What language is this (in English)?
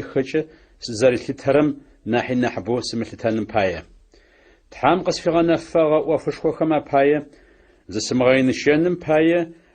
Adyghe